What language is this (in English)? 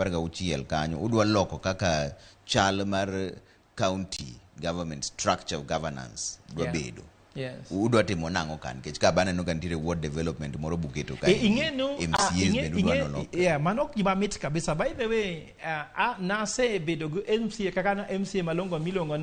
Luo (Kenya and Tanzania)